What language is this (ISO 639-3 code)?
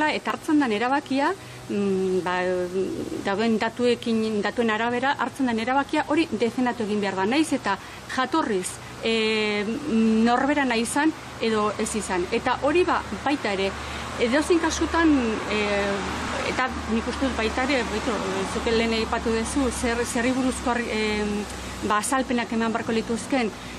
eus